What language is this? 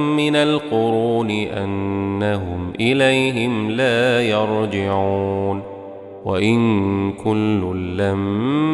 Arabic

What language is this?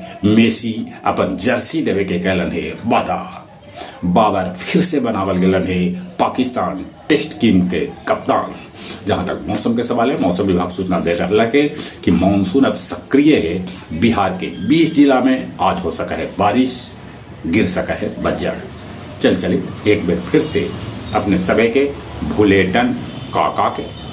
Magahi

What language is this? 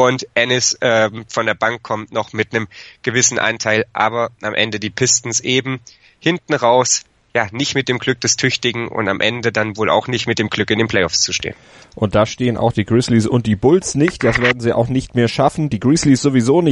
German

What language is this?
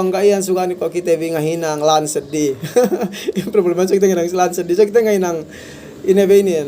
Yakan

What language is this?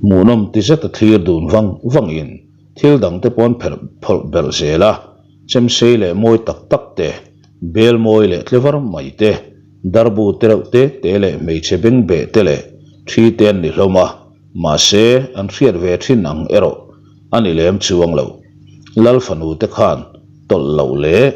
Mizo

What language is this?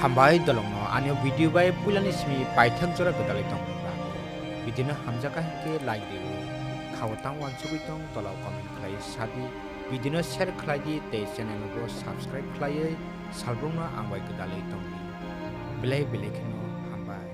Kok Borok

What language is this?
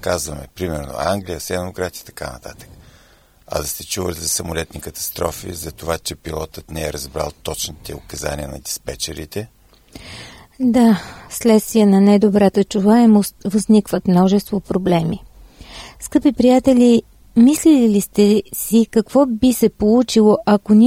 Bulgarian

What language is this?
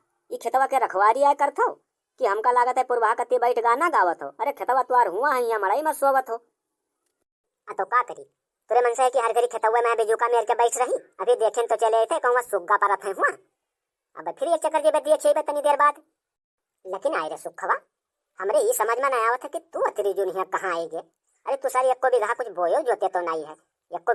Awadhi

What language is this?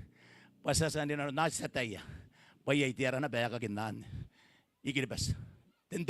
Gilbertese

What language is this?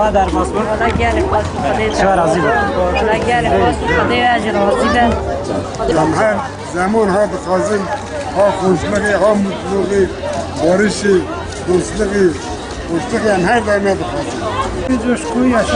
Kurdish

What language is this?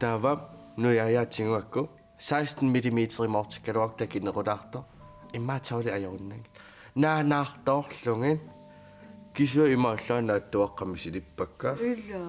Kalaallisut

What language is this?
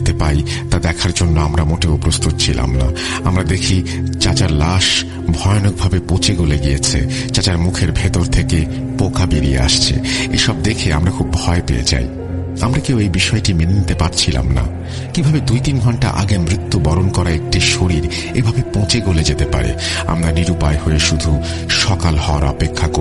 Bangla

